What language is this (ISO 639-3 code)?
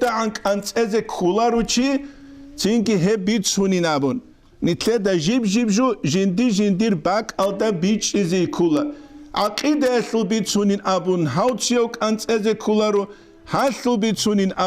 ava